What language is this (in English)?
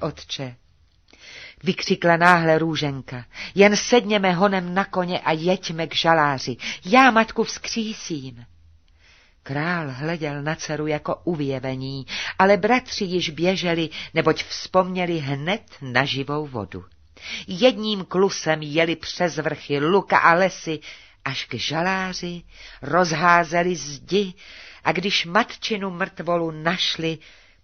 Czech